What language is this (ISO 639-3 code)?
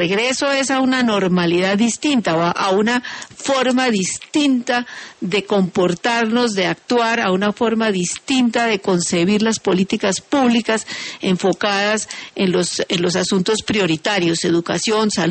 spa